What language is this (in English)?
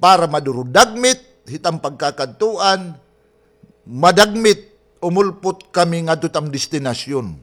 Waray